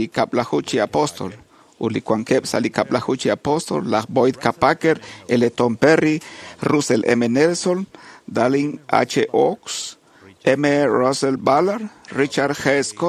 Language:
Kekchí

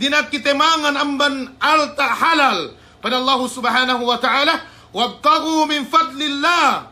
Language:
Yakan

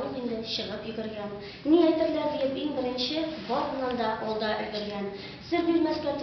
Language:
Tatar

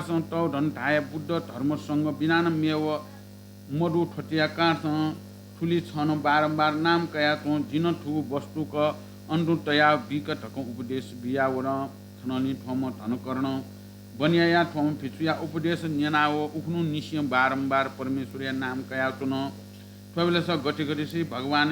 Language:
Newari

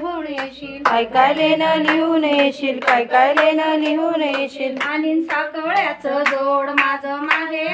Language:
Marathi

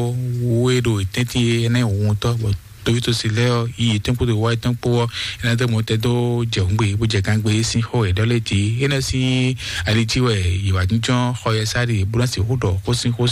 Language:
Fon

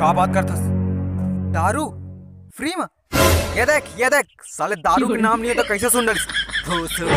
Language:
Chhattisgarhi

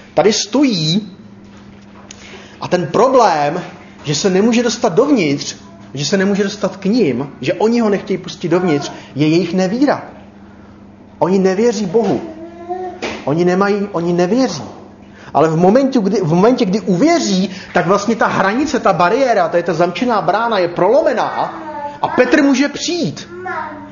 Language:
Czech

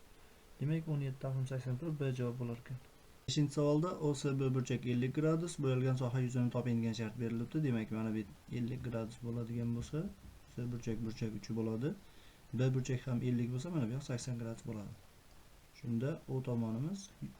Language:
Uzbek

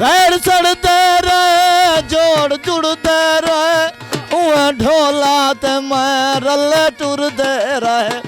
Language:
Saraiki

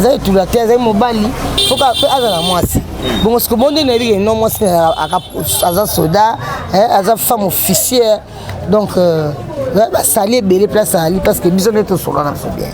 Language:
Lingala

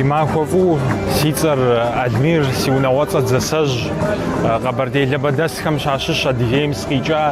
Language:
Kabardian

